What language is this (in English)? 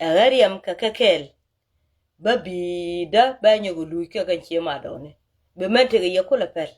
Nuer